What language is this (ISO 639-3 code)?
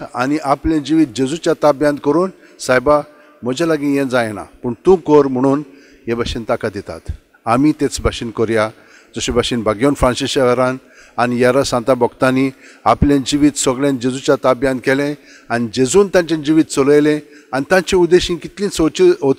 kok